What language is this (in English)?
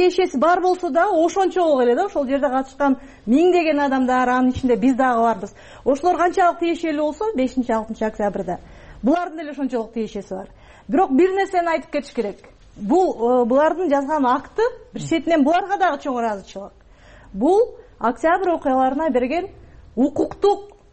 Kyrgyz